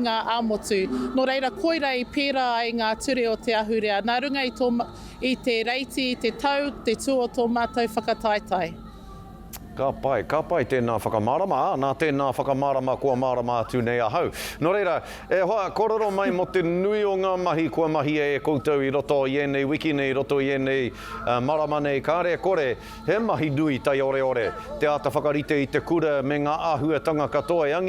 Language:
Māori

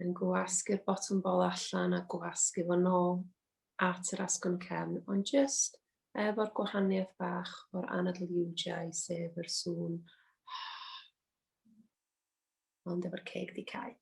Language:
Welsh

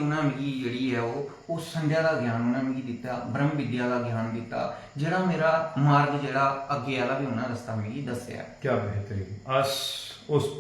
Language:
Dogri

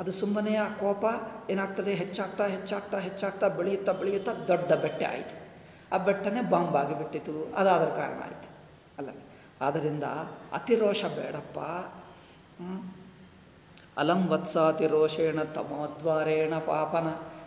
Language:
Kannada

